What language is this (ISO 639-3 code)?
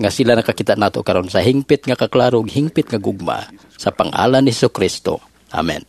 ceb